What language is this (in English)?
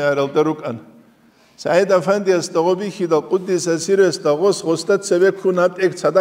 Avaric